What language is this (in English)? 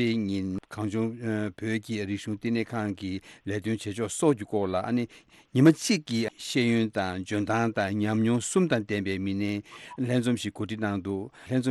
Tibetan